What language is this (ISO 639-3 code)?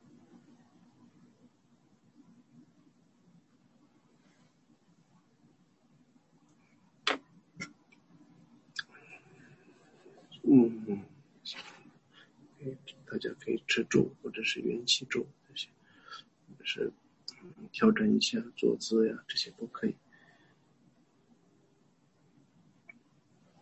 zho